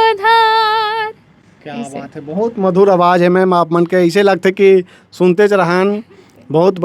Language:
Chhattisgarhi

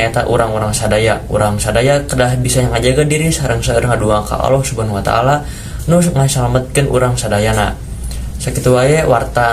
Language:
Sundanese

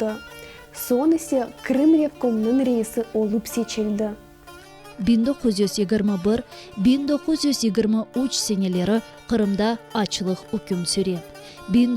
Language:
Crimean Tatar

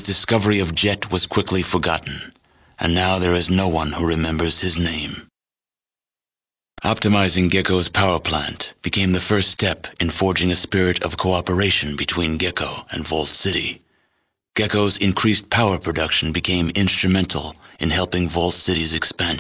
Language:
English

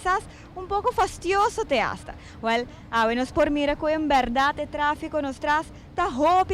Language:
Papiamento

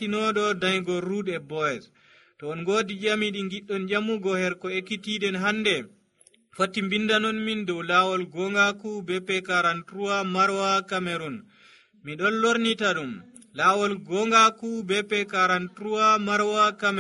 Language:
Nigerian Fulfulde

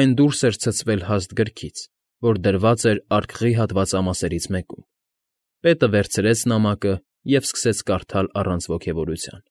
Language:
Armenian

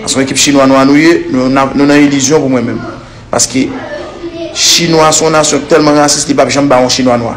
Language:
Haitian Creole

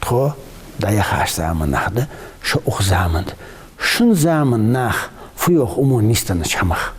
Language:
Ingush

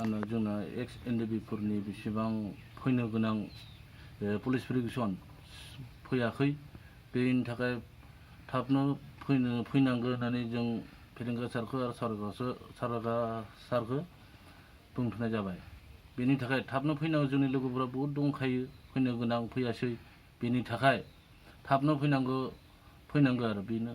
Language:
Bodo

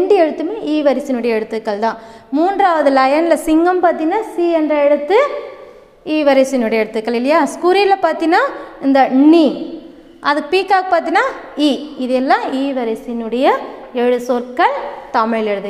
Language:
Tamil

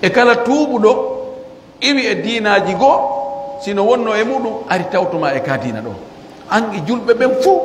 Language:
Pular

